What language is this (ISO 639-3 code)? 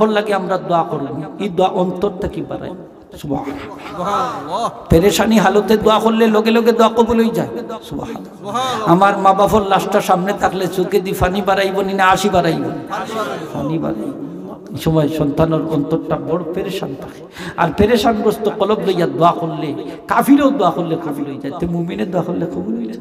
syl